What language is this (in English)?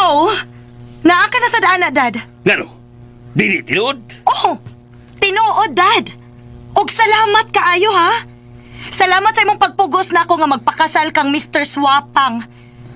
Cebuano